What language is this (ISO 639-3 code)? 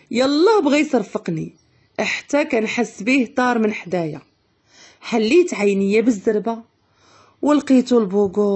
ary